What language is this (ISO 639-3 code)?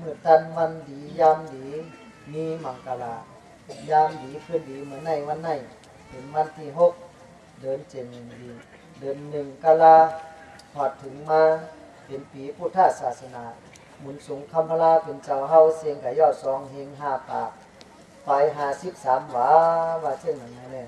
shn